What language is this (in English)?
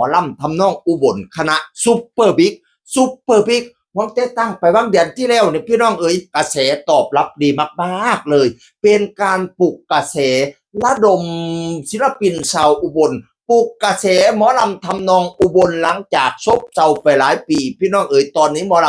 Northeastern Thai